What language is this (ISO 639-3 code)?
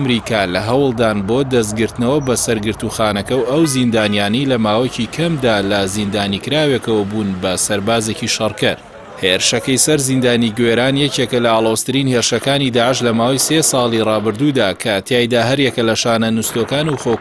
ckb